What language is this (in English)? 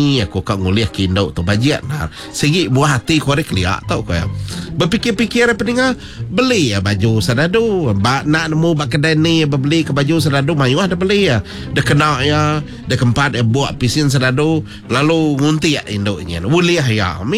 Iban